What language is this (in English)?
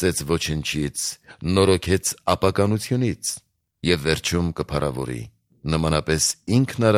Armenian